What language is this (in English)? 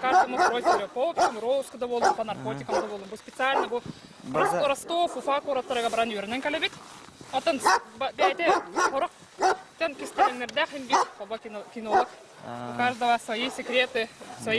Yakut